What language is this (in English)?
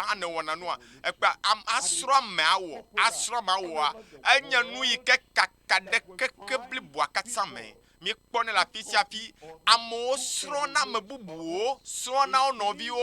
Ewe